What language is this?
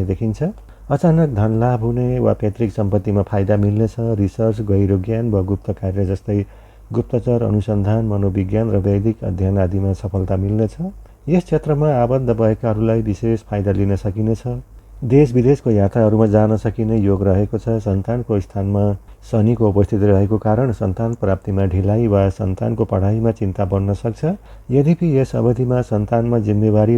Nepali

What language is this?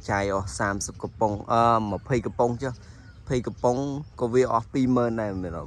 Khmer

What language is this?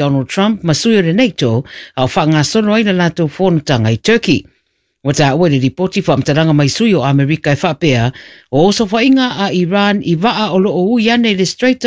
Samoan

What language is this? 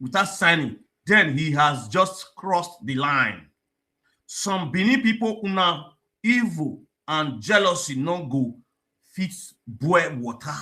Nigerian Pidgin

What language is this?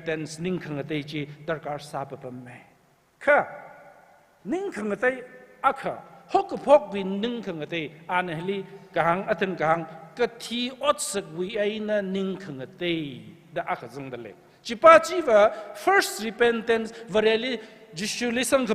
Tangkhul Naga (India)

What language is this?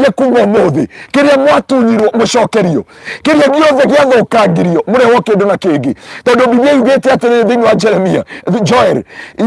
Kikuyu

